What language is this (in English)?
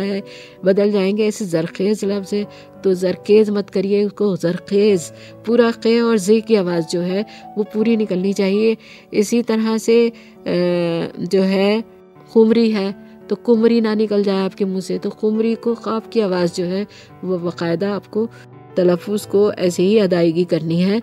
Urdu